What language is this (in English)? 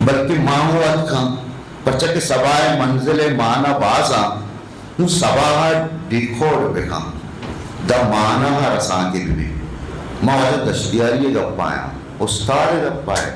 Eastern Balochi